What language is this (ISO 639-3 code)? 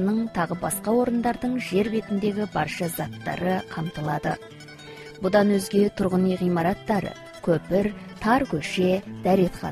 kaz